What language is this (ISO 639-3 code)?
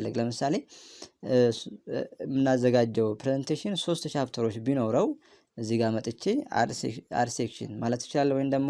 amh